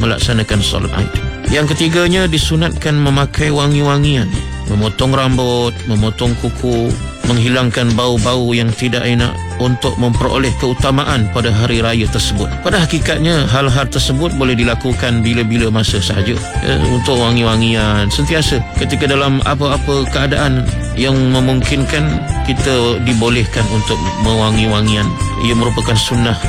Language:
Malay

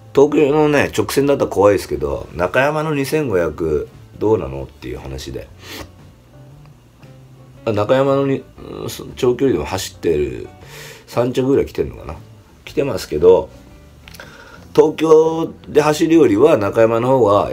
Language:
Japanese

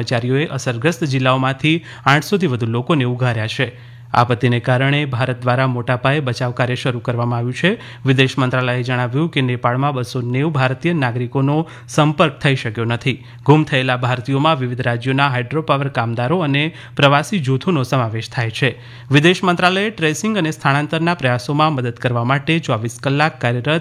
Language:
Gujarati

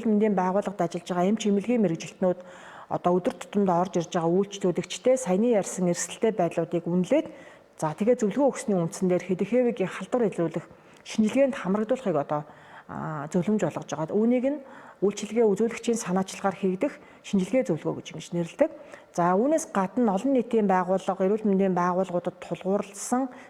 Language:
Mongolian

